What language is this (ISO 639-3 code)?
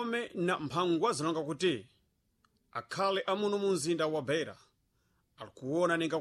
seh